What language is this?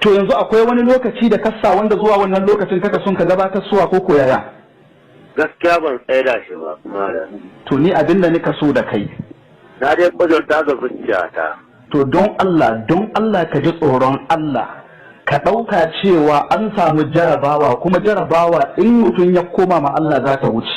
Hausa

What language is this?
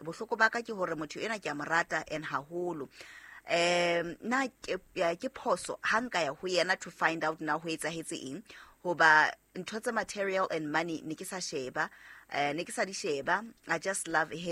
Southern Sotho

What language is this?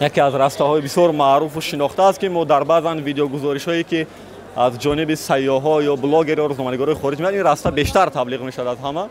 Tajik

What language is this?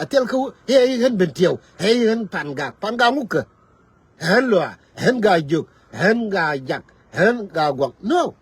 Nuer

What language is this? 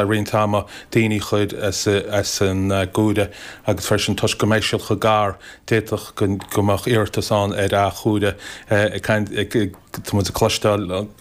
Irish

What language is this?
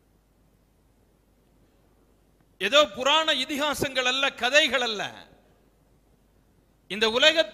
Tamil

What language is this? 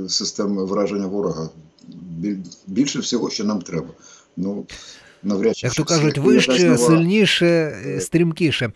Ukrainian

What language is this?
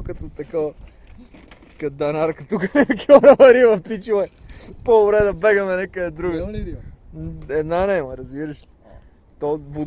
Bulgarian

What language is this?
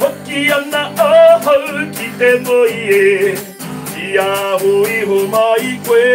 Māori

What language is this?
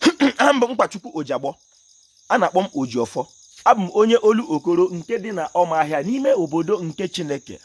Igbo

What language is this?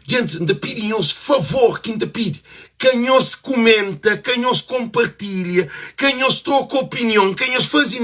Kabuverdianu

